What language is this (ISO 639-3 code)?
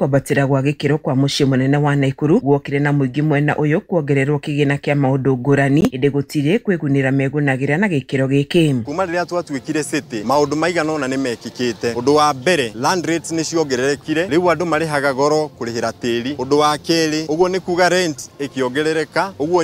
kik